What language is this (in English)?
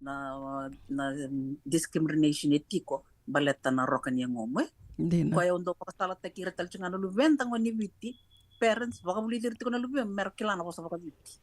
Fijian